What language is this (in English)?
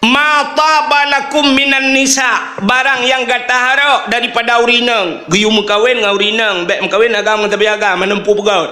Achinese